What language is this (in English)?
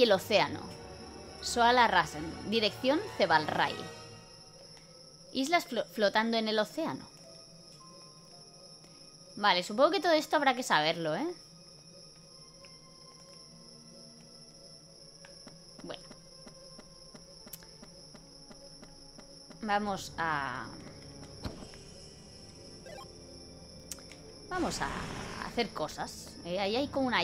Spanish